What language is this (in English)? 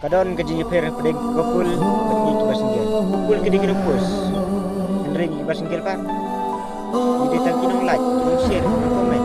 Khasi